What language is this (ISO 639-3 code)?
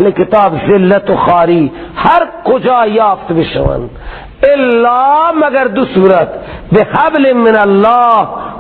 fas